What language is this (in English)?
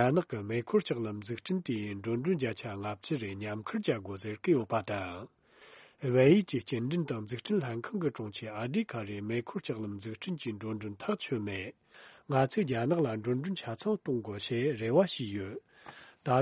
Tibetan